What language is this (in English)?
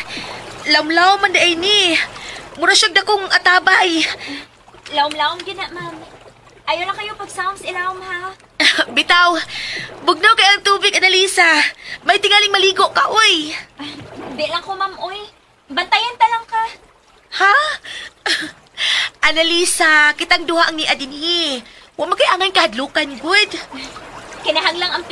Cebuano